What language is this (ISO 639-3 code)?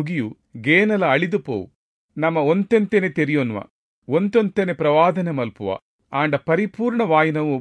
tcy